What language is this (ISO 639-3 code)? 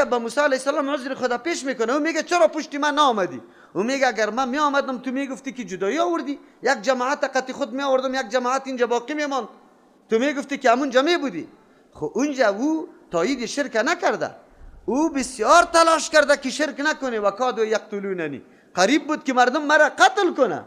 fas